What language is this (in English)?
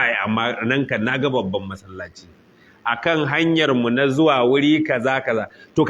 Hausa